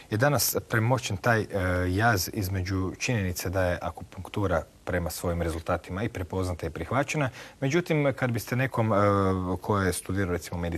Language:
Croatian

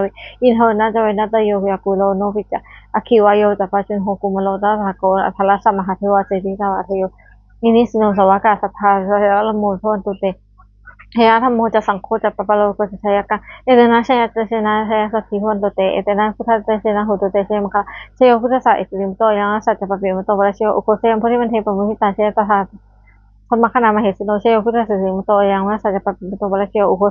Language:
Pali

